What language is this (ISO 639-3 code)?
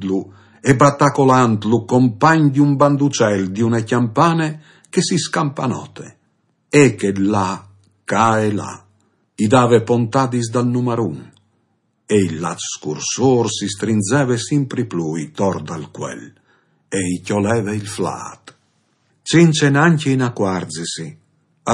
fur